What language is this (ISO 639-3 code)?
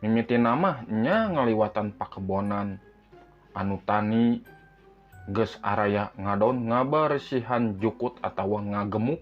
sun